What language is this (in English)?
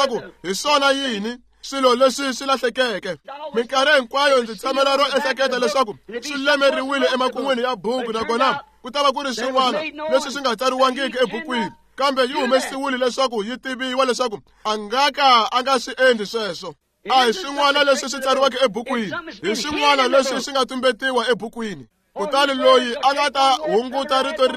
Tsonga